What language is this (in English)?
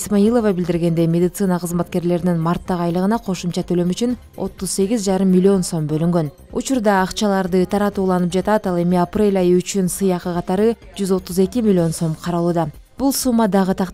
Kyrgyz